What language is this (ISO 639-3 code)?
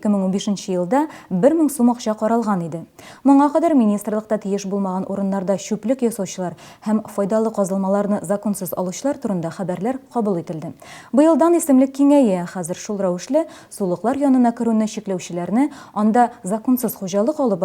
tat